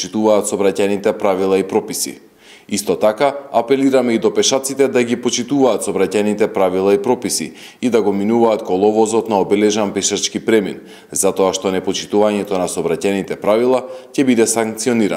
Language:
Macedonian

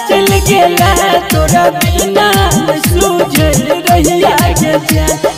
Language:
Bhojpuri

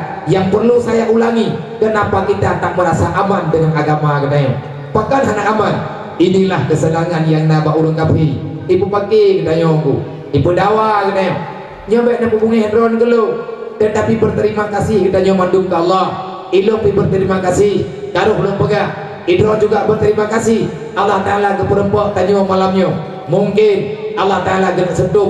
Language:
Achinese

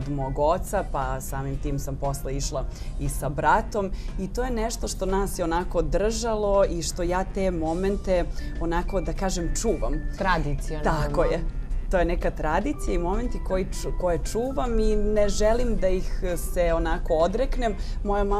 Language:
Serbian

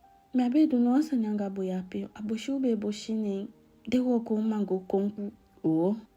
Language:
Eastern Maroon Creole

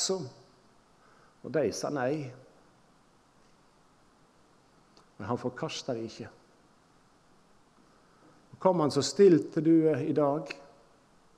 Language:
Norwegian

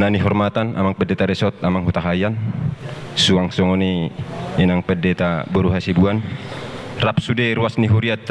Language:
Batak Toba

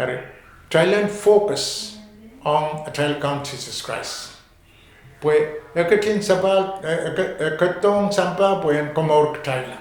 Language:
Pohnpeian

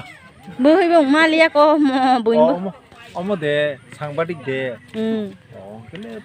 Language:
Kok Borok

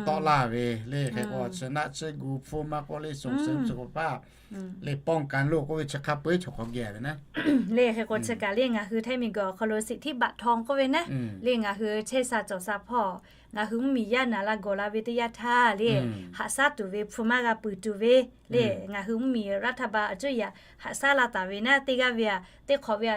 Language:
Lahu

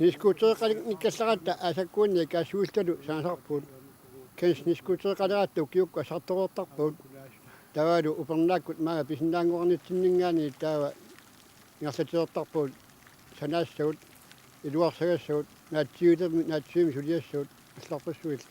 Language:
Kalaallisut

